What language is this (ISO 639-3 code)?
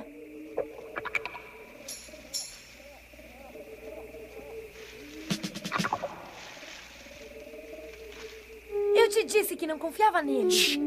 por